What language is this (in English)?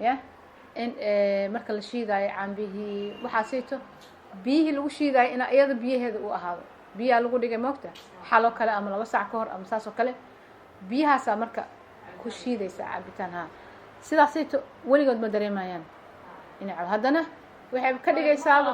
Somali